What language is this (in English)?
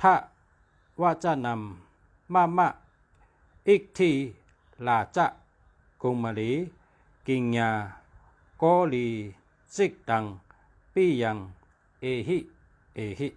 Shan